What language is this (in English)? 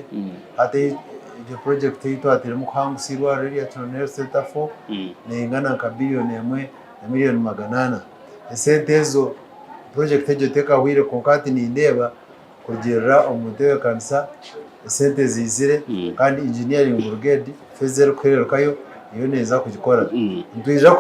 Nyankole